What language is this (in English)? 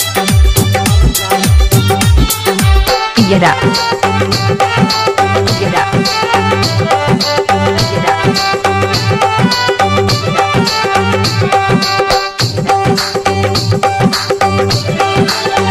Bhojpuri